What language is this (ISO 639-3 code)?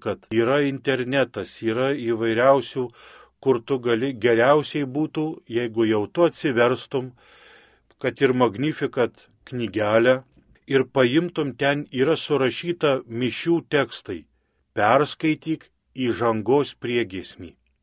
lit